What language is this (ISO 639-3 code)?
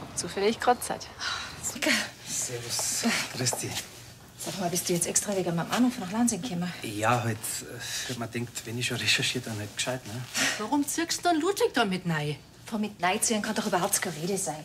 bar